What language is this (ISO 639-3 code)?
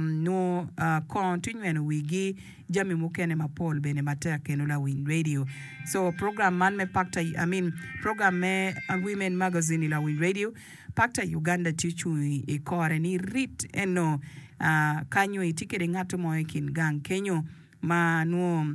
ach